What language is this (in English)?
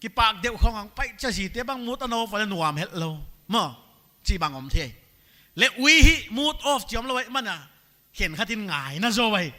Paite Chin